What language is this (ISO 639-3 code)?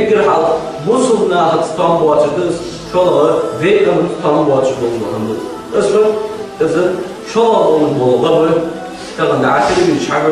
inh